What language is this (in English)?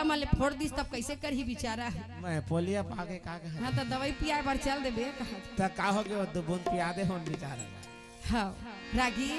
Chhattisgarhi